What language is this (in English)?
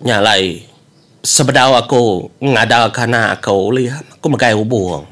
Iban